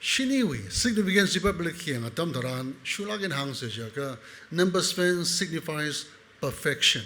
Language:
Tangkhul Naga (India)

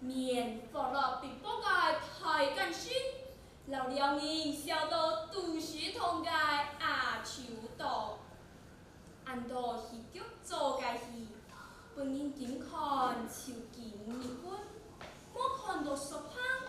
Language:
Hakka Chinese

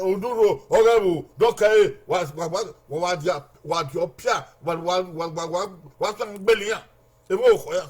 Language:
Bini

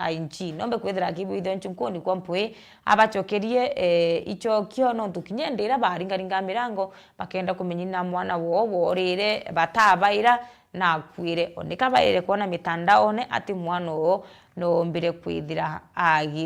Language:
Meru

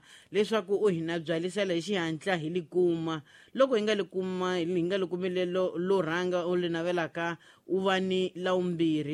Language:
Tsonga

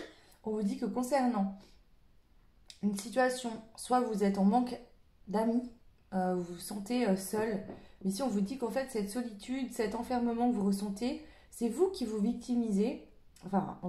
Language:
French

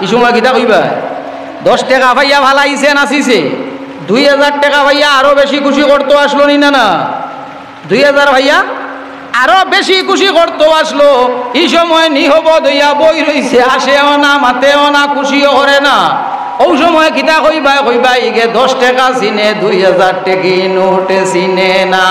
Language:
Sylheti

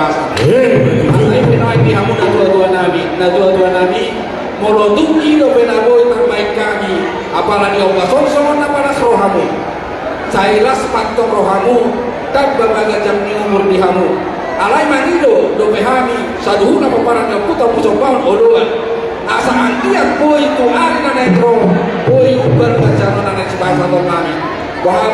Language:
Batak Toba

